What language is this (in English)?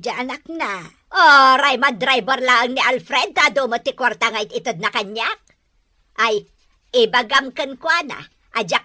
Iloko